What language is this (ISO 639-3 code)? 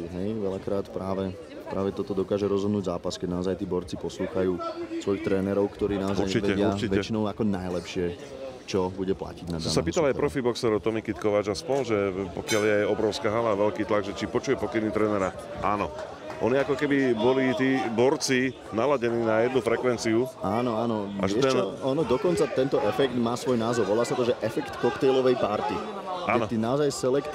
slk